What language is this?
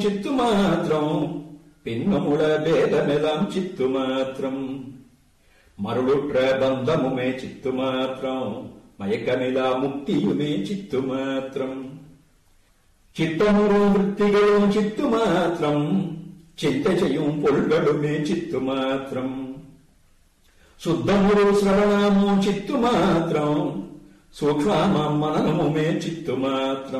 Tamil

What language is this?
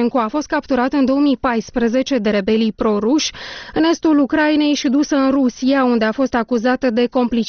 Romanian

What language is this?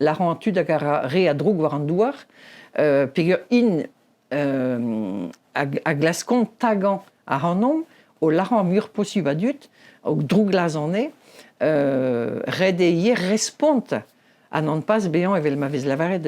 Breton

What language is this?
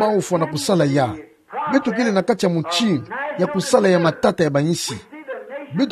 Kituba (Democratic Republic of Congo)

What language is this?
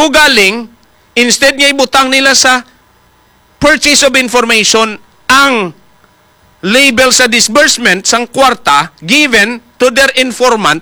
Hiligaynon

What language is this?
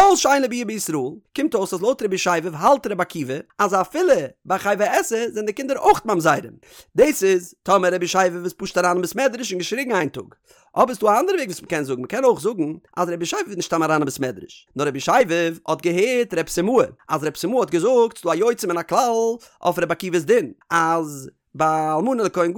Yiddish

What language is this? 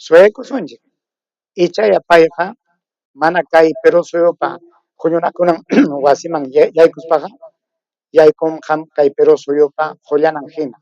Ayacucho Quechua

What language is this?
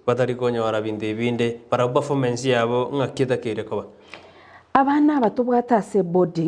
Gusii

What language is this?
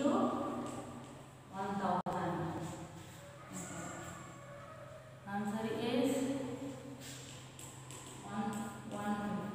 Kannada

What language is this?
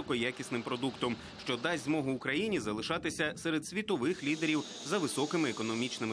Ukrainian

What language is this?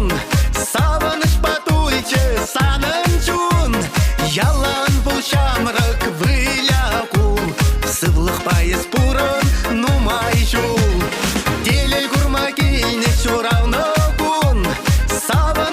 Chuvash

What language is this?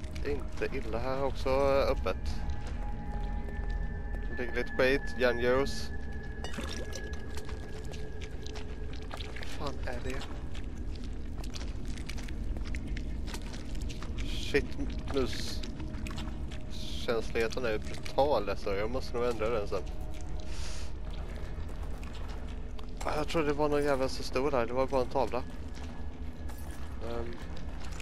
Swedish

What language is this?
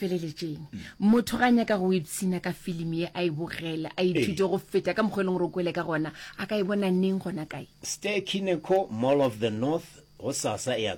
Northern Sotho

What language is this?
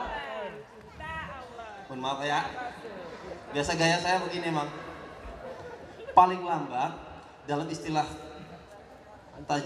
Indonesian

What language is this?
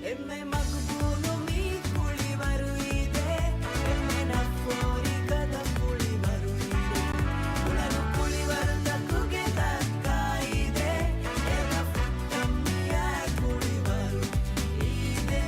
Divehi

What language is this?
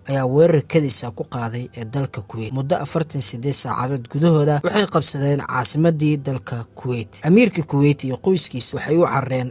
Somali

